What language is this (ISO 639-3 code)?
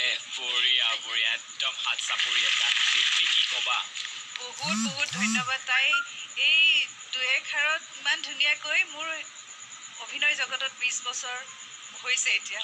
asm